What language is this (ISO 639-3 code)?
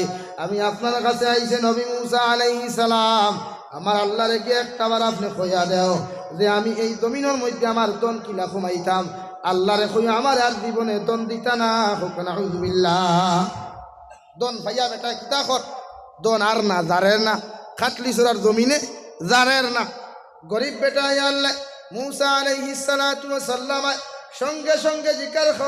syl